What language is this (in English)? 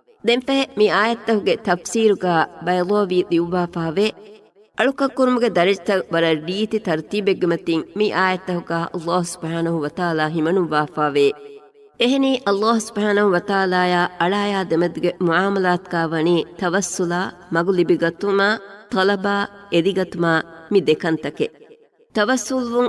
Divehi